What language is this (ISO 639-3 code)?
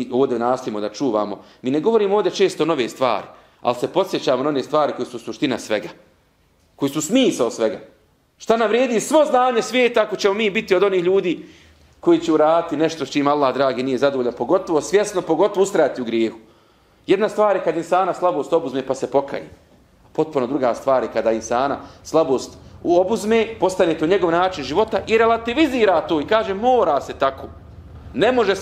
bos